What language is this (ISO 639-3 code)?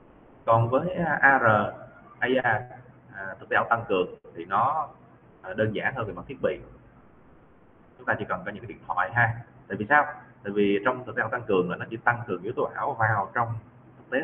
vie